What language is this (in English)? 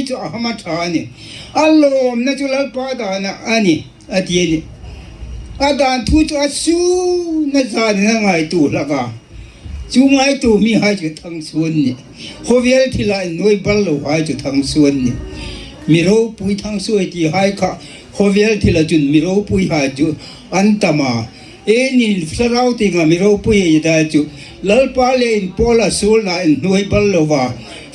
Hmar